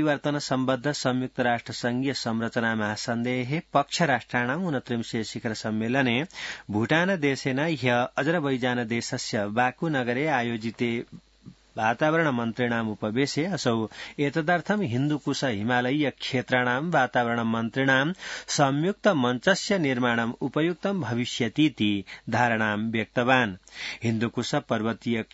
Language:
Sanskrit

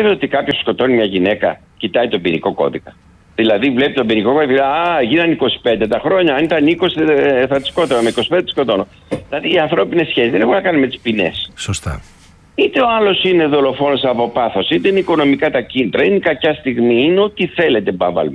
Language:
Greek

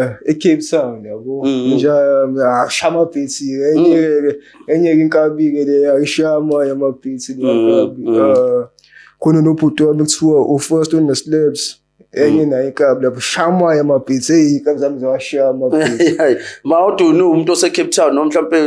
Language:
Zulu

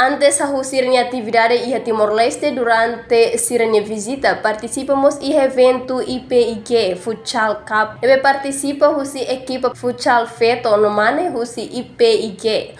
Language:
Tetum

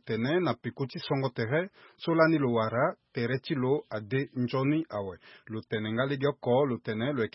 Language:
Sango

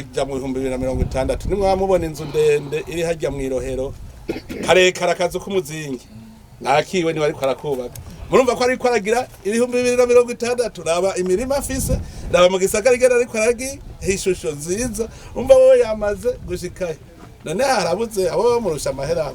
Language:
Rundi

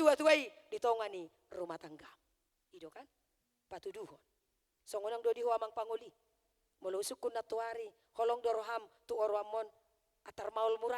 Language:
Batak Toba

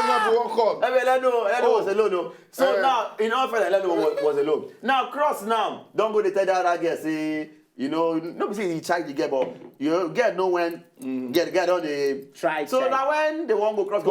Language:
Nigerian Pidgin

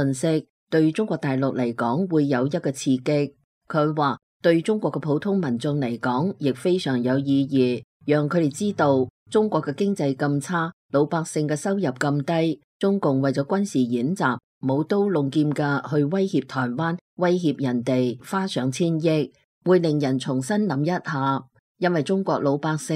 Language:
Cantonese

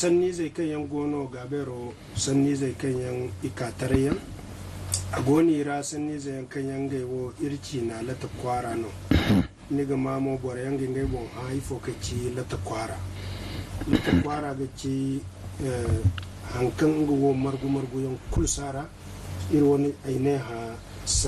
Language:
Zarma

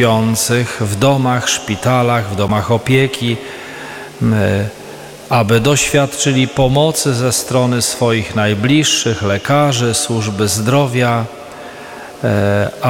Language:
Polish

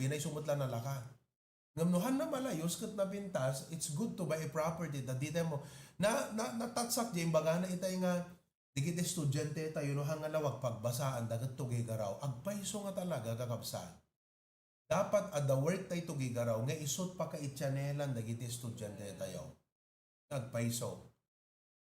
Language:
Iloko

